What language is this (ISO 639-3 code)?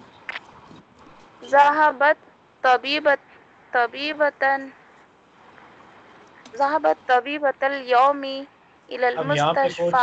urd